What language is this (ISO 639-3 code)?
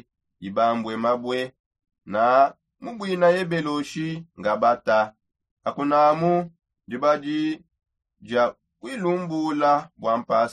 sop